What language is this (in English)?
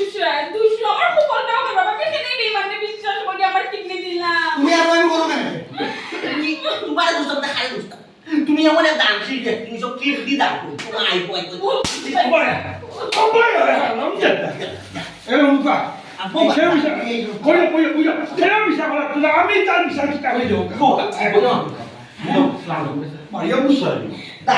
Sylheti